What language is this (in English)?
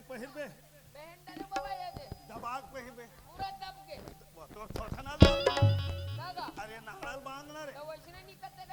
Chhattisgarhi